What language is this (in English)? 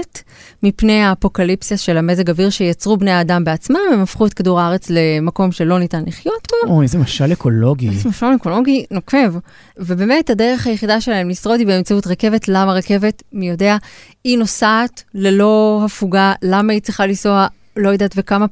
Hebrew